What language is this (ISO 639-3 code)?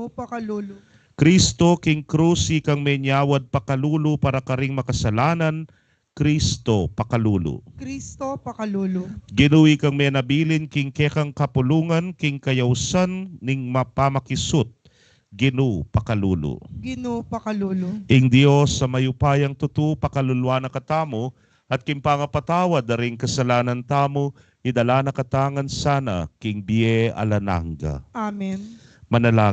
pam